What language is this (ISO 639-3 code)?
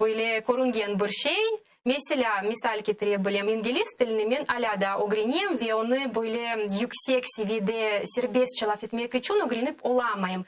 crh